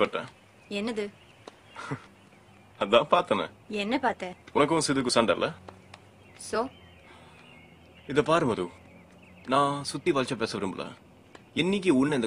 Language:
Tamil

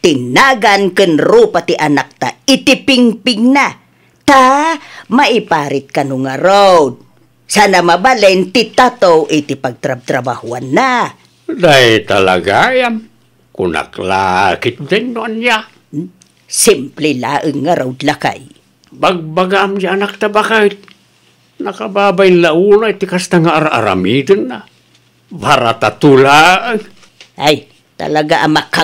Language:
Iloko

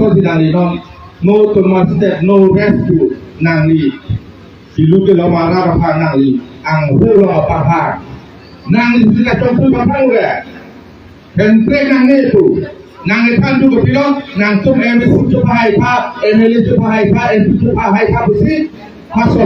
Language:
Karbi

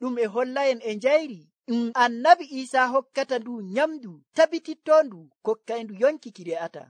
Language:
Nigerian Fulfulde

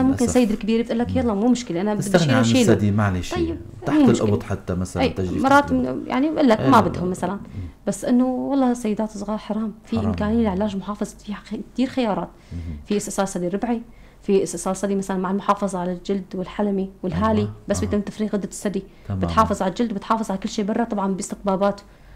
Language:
North Levantine Arabic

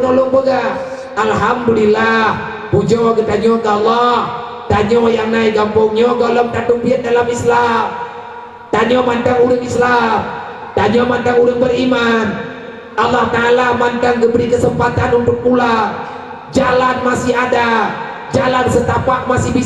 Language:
Achinese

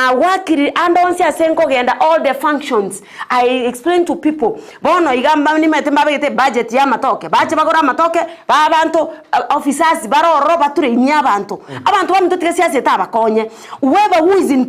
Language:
Gusii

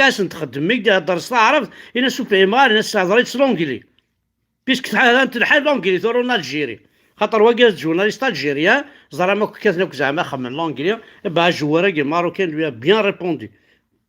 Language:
Kabyle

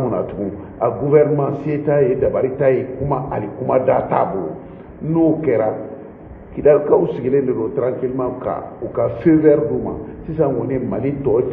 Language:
Bambara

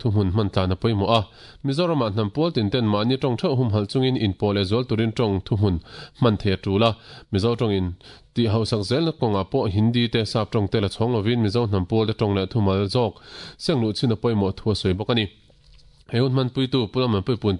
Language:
Mizo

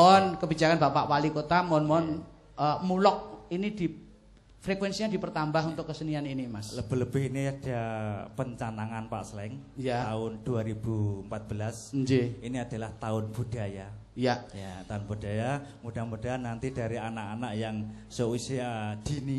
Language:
Javanese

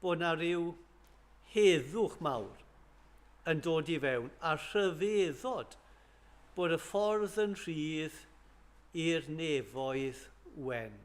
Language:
Welsh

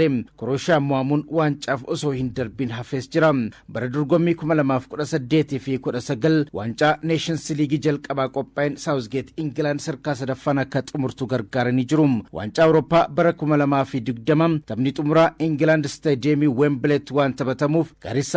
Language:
Oromo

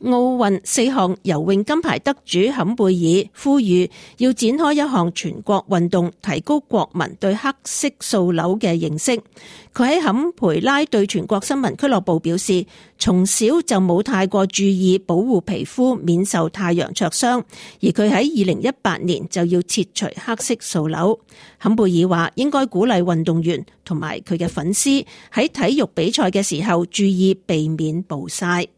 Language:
Cantonese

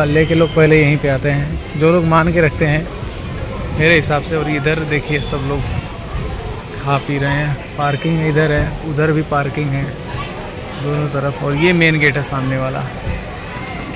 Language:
Hindi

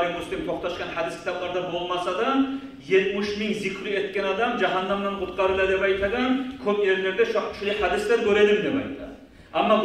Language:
Kumyk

